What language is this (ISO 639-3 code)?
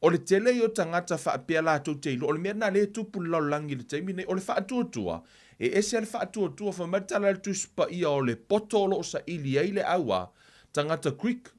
smo